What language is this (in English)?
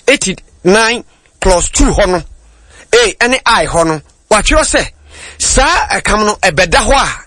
Akan